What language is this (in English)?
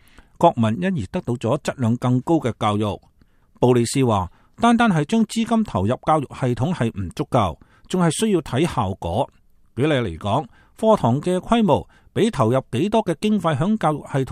Cantonese